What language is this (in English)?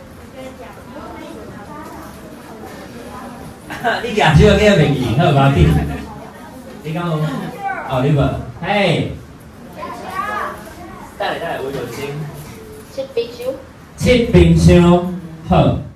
Min Nan Chinese